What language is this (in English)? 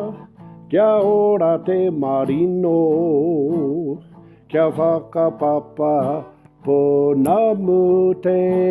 Māori